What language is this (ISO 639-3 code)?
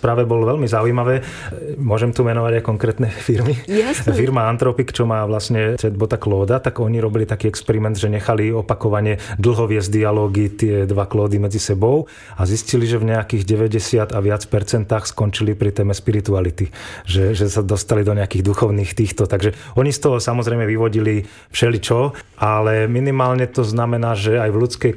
slk